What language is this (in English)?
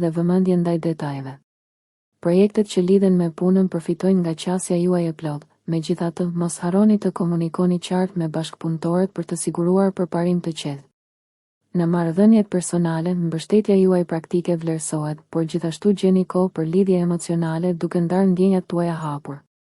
Albanian